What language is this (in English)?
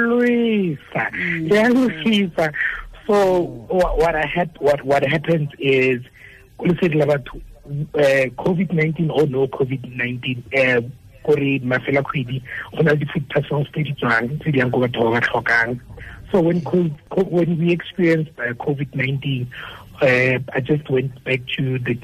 Tswana